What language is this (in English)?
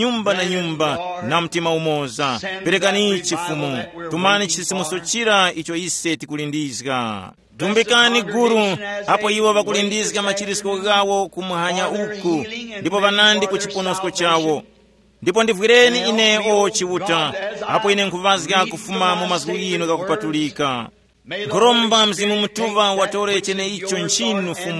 Tumbuka